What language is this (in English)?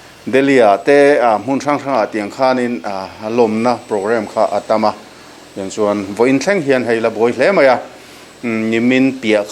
Mizo